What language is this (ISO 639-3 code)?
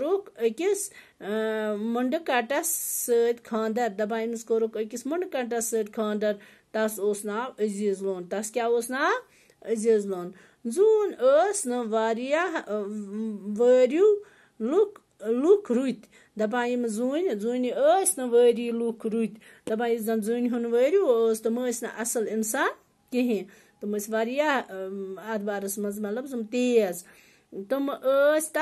kas